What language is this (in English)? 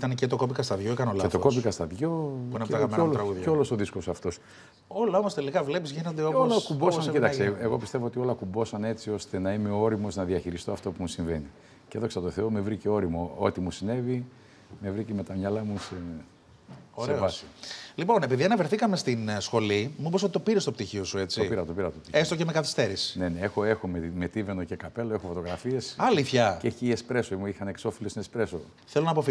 Greek